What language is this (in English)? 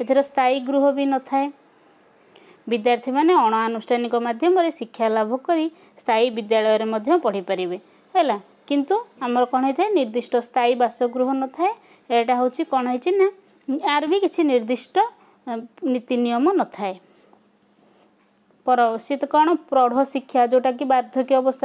Odia